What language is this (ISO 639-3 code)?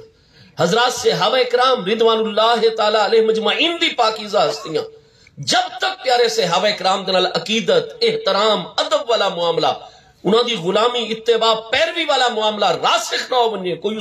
skr